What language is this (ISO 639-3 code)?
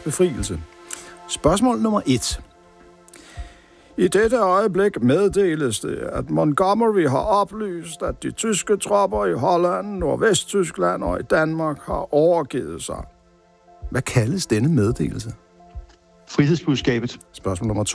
dan